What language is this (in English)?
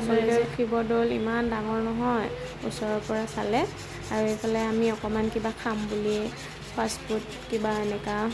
Assamese